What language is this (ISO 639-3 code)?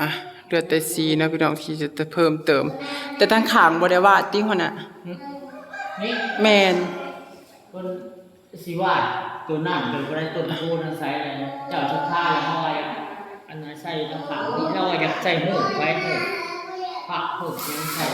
tts